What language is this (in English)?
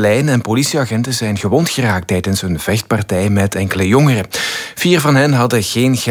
Dutch